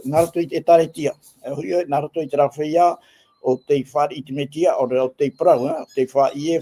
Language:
Tahitian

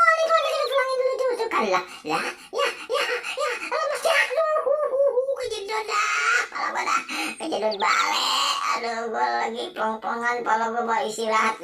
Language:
Betawi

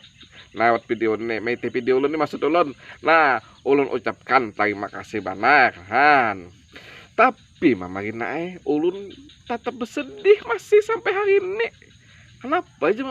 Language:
Banjar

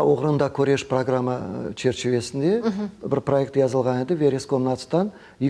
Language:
Crimean Tatar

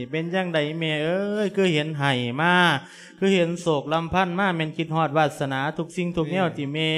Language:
Lao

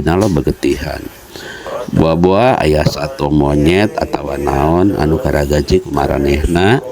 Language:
Sundanese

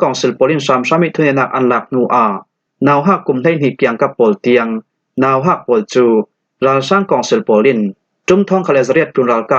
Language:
Falam Chin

